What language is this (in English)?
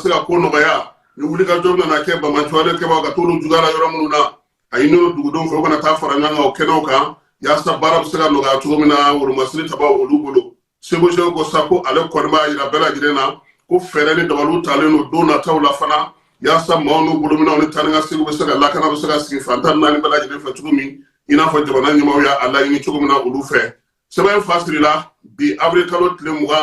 Bambara